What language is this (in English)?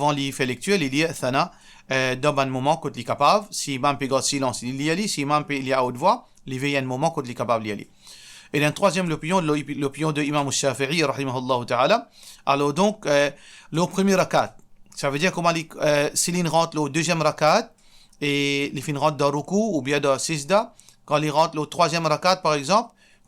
Morisyen